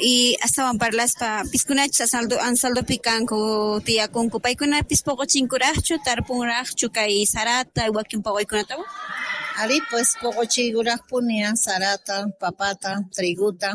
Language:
South Bolivian Quechua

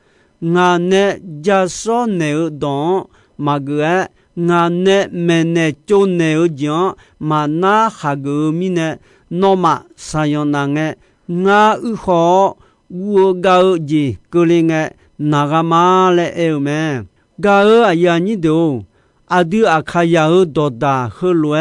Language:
Akha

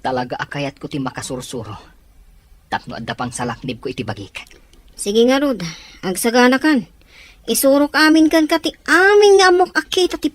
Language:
Iloko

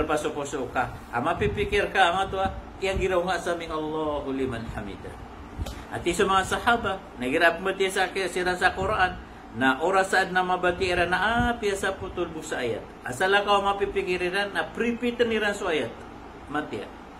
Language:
Maranao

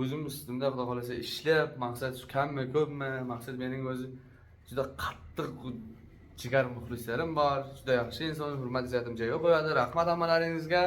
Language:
Uzbek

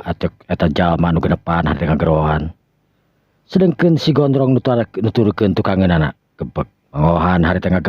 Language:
Sundanese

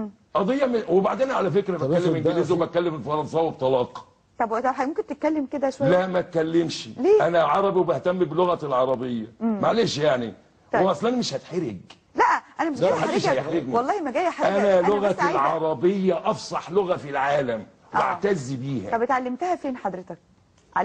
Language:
Egyptian Arabic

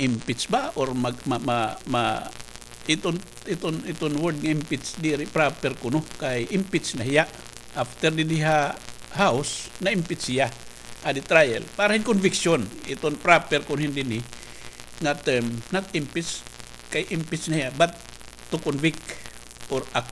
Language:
Waray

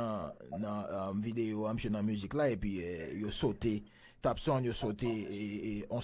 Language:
Haitian Creole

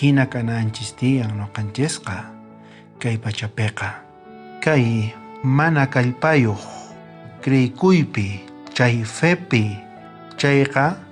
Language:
South Bolivian Quechua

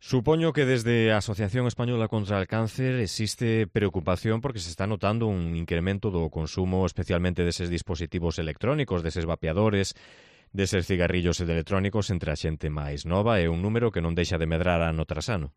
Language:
Galician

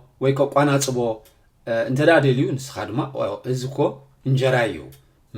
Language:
Tigrinya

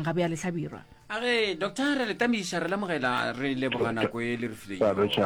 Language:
Northern Sotho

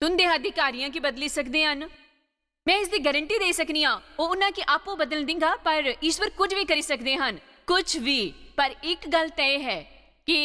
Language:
Dogri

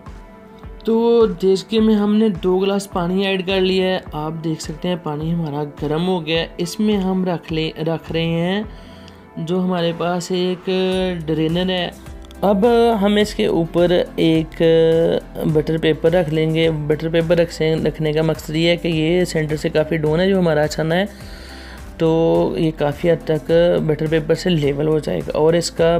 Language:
Hindi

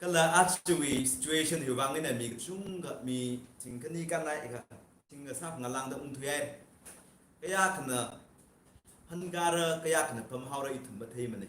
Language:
Tangkhul Naga (India)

